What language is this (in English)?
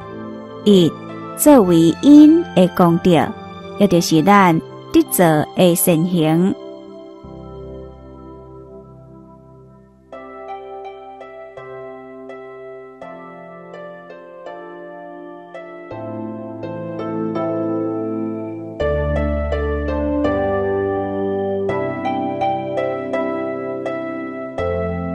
Chinese